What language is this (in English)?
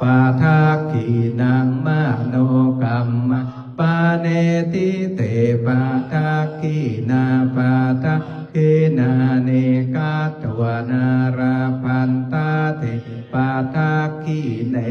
Pali